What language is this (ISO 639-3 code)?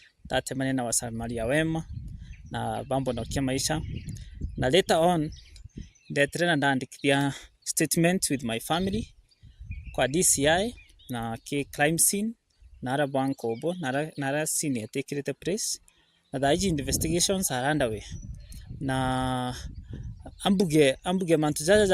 mer